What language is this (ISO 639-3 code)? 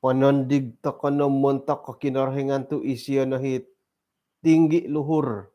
dtp